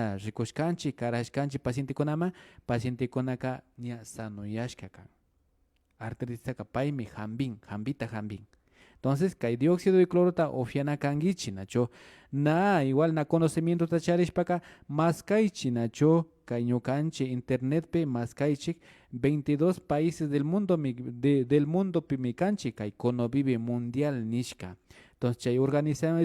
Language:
Imbabura Highland Quichua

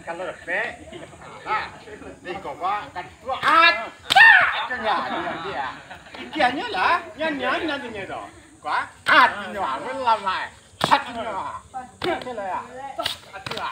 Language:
Minangkabau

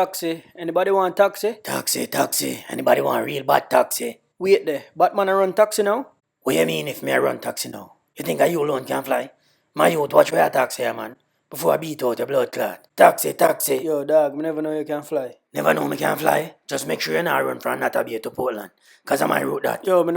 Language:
Jamaican Creole English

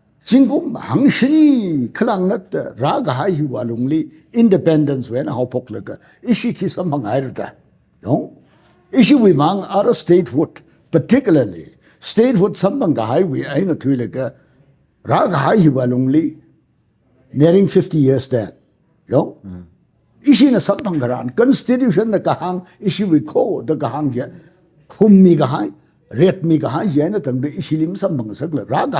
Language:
Tangkhul Naga (India)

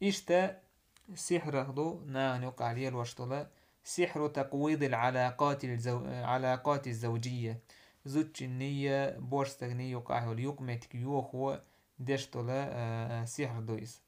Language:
Chechen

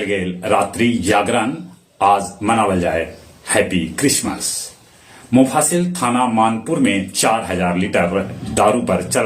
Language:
Magahi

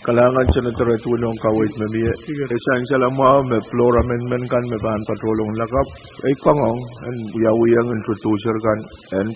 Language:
Pohnpeian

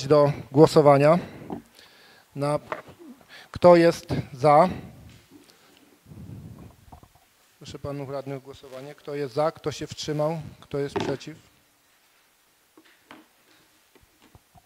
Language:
Polish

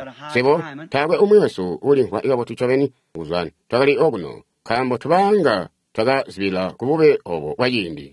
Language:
Tonga (Zambia)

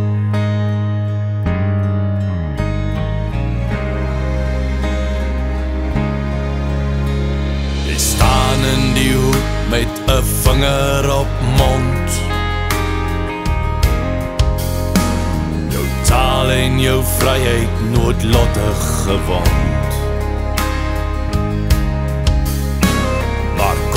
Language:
Afrikaans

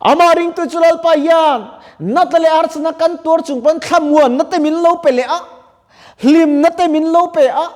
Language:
Mizo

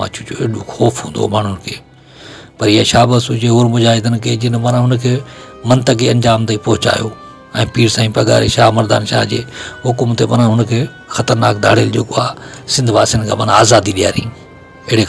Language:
Sindhi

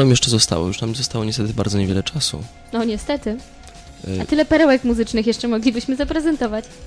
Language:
Polish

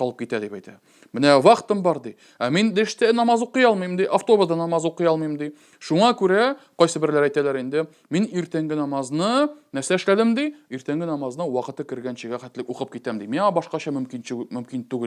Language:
Tatar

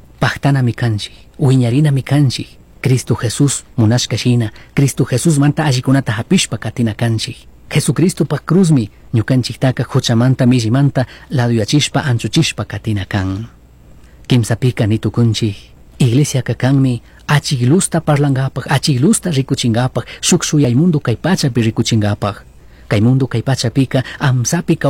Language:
Chimborazo Highland Quichua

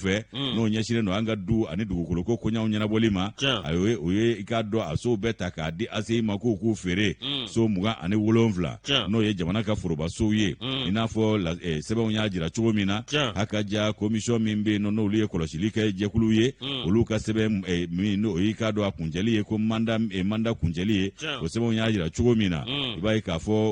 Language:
Bambara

